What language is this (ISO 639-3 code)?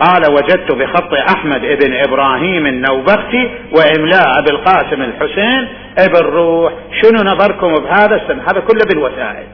acm